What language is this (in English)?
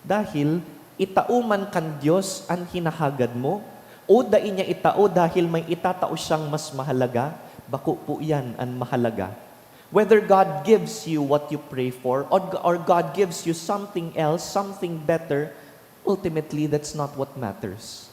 Bikol